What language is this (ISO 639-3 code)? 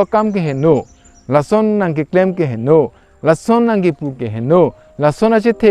mjw